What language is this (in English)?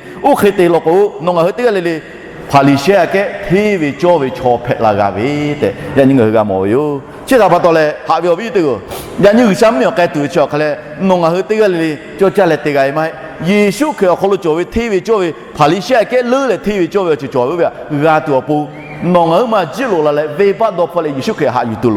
Lahu